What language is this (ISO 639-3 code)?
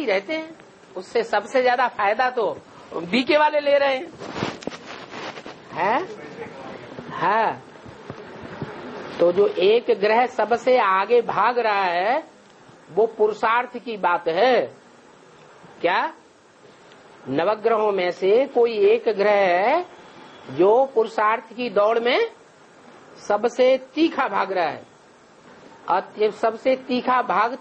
hin